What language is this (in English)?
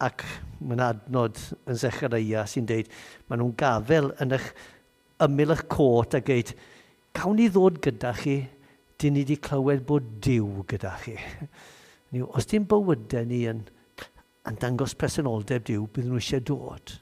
Welsh